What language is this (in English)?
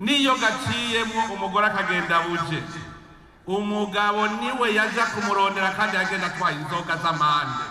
Rundi